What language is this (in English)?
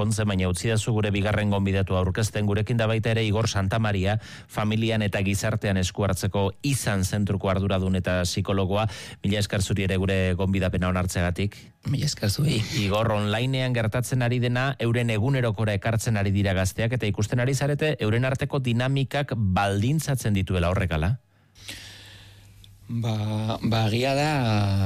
Basque